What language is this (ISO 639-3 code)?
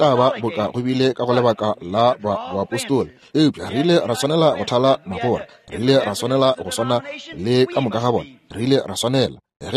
nso